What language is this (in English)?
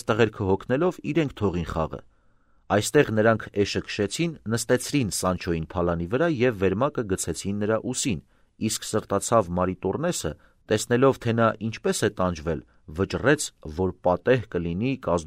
Armenian